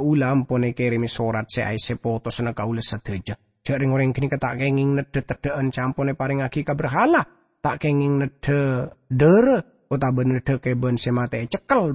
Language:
Madurese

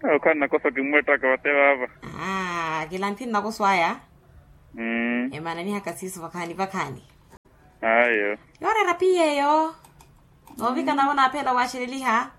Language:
Makhuwa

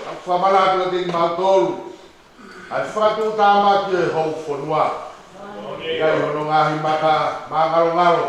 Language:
Tongan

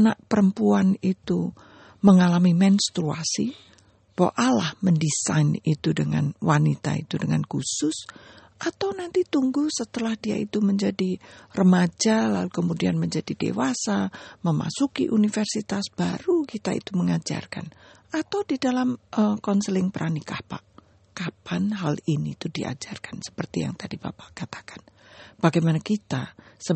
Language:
Indonesian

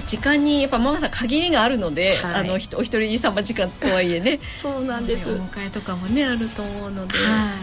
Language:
Japanese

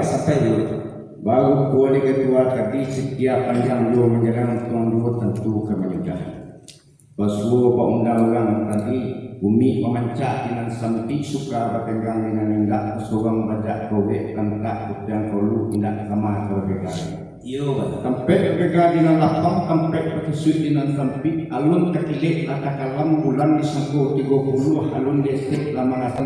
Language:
Minangkabau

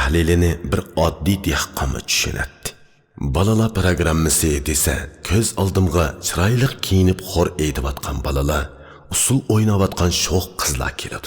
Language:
Uyghur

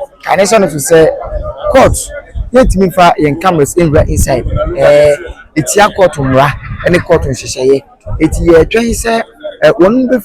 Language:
Akan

